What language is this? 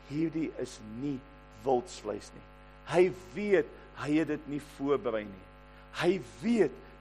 Afrikaans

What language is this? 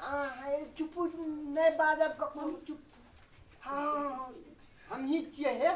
Maithili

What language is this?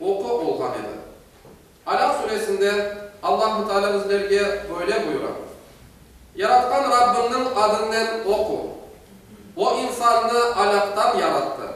Crimean Tatar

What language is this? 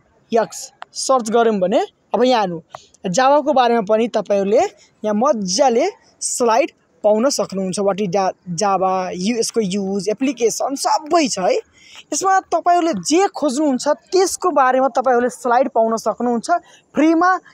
Nepali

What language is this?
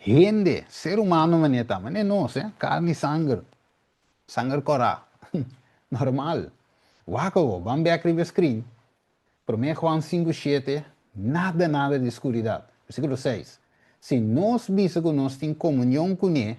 Papiamento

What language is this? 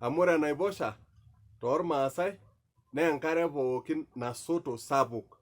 Masai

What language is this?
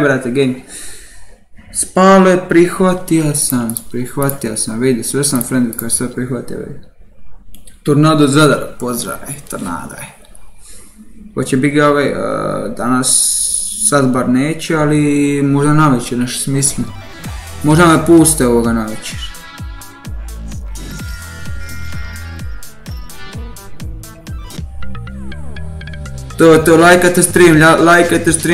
Croatian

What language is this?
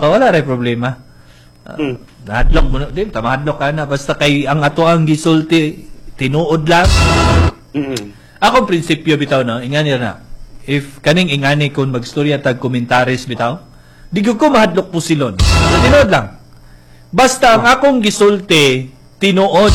Cebuano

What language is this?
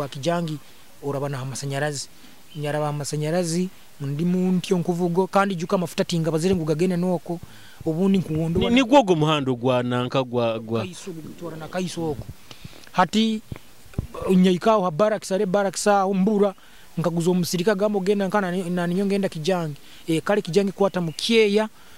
Nyoro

